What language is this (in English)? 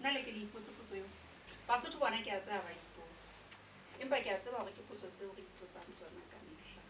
Southern Sotho